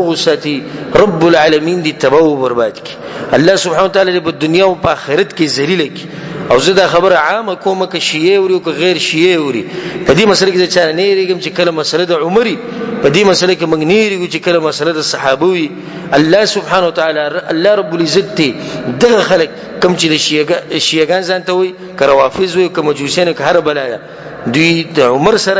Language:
Pashto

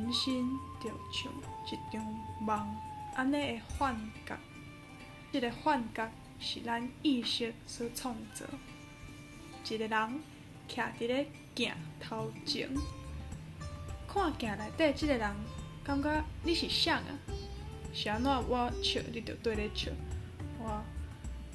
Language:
Min Nan Chinese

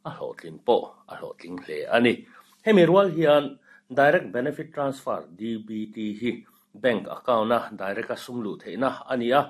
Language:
Mizo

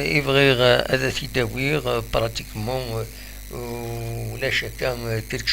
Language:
Kabyle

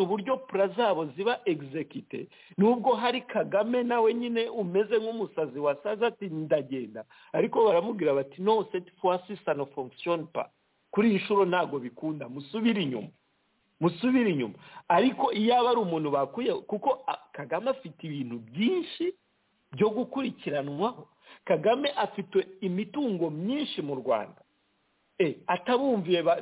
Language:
Kinyarwanda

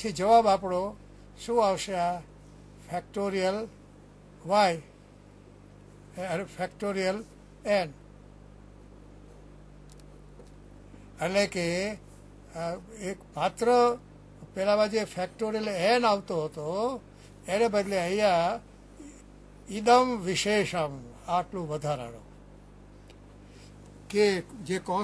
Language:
Gujarati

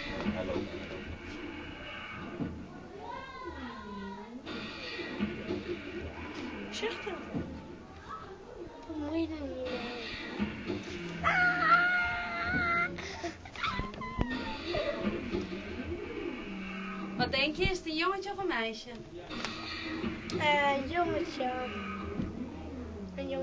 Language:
Dutch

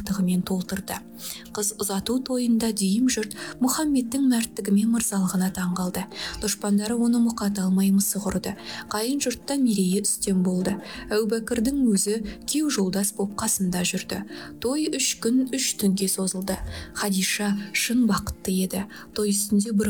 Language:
Kazakh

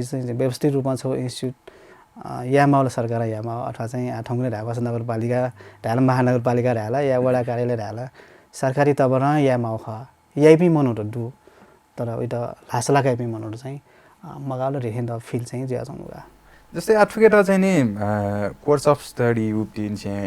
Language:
Newari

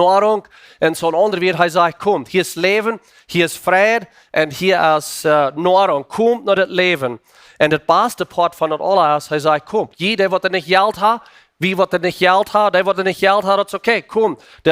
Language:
Plautdietsch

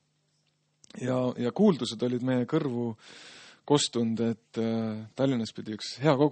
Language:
Estonian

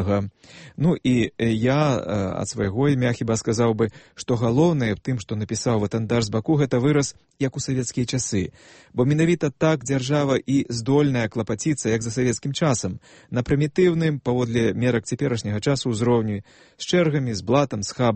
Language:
Belarusian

